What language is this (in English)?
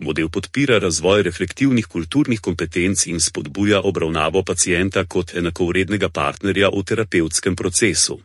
Slovenian